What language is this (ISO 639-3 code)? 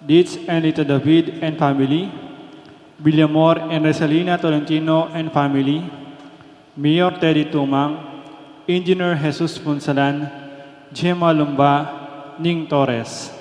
pam